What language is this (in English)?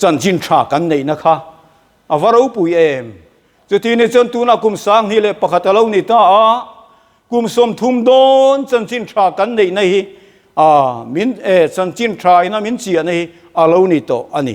Mizo